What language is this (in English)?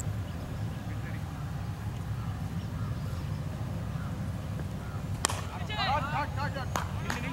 Tamil